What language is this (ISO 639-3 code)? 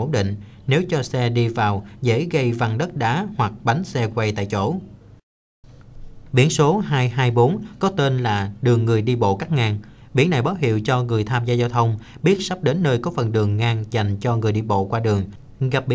vie